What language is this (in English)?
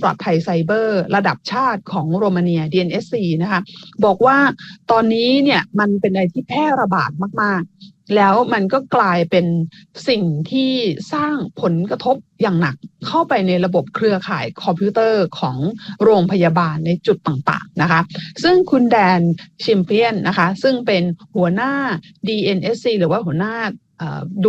Thai